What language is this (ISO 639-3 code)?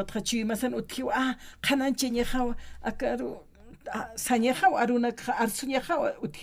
aym